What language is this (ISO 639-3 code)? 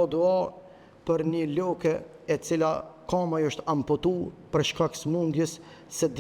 sqi